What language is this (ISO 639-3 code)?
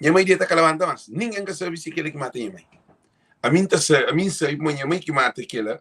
kea